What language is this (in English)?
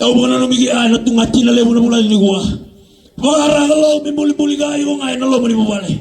Fijian